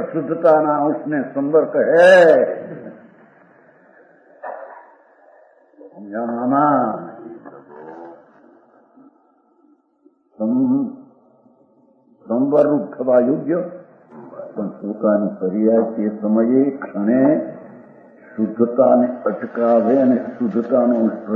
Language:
Gujarati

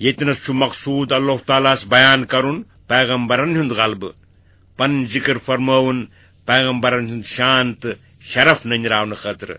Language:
Kashmiri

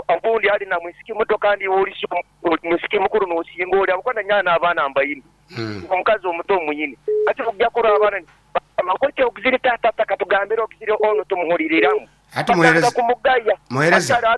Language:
Nyoro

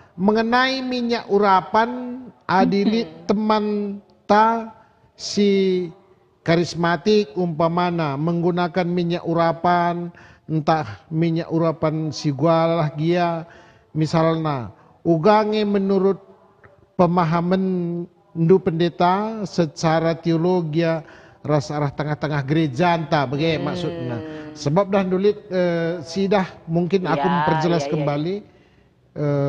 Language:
Batak Karo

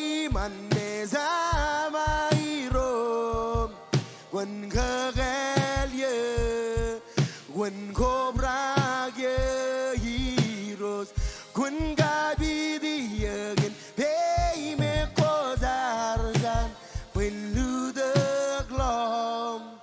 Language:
Marshallese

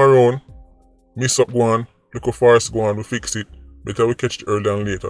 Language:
Jamaican Creole English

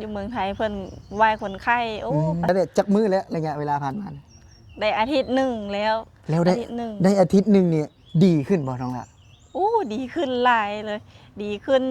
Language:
Lao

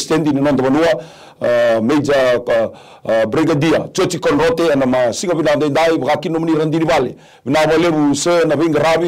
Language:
Fijian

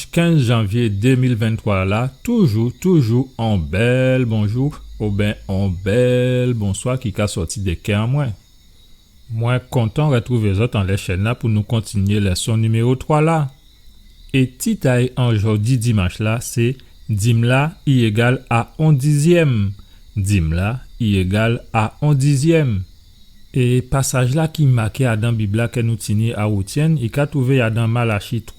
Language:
Guadeloupean Creole French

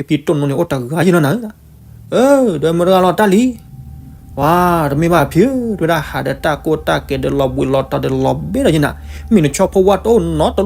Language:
S'gaw Karen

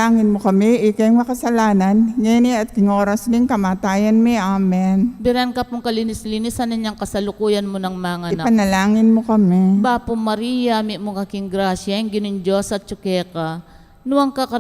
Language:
Pampanga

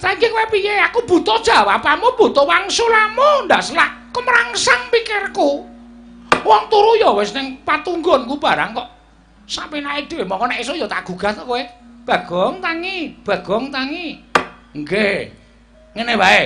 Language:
Javanese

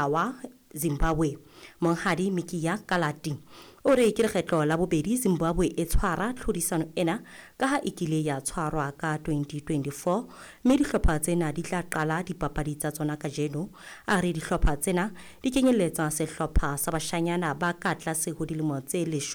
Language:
Southern Sotho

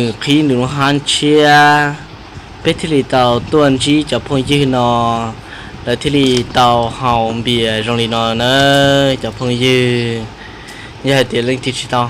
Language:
Hmong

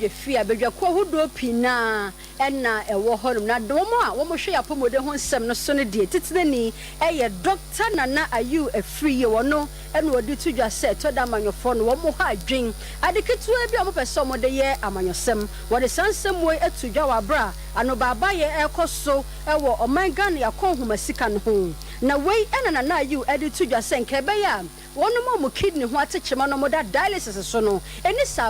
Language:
Akan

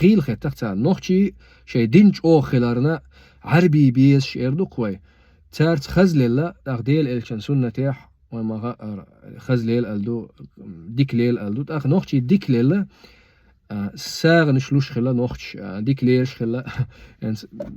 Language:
Chechen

